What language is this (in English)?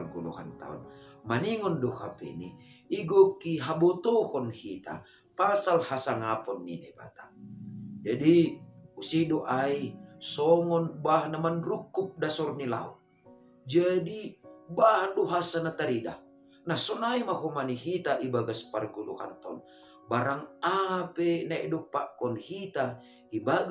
Batak Simalungun